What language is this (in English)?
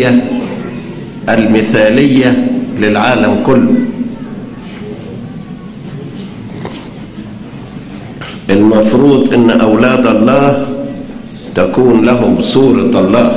Egyptian Arabic